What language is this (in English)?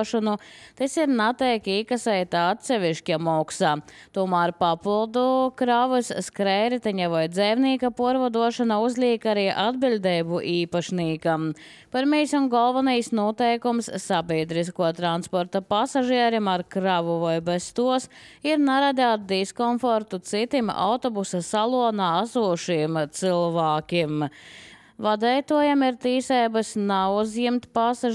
Latvian